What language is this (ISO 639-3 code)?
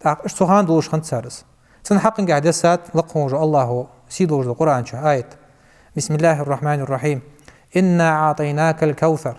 inh